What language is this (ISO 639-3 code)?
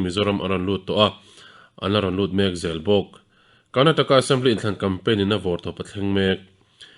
lus